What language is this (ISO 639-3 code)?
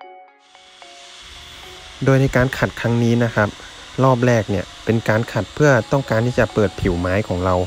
tha